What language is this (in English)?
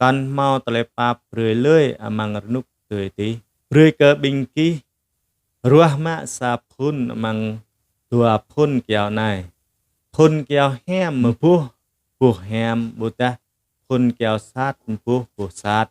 Jarai